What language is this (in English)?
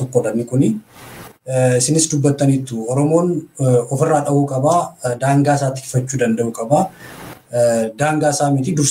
Oromo